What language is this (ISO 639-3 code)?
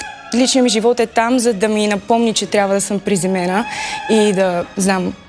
bul